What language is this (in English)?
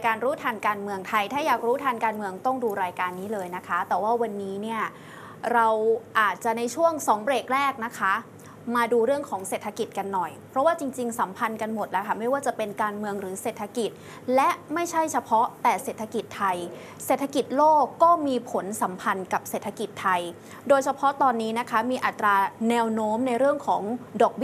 Thai